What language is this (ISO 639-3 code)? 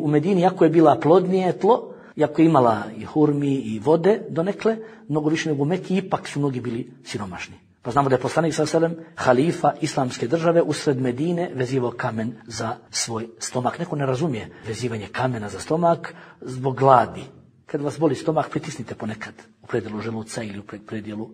bos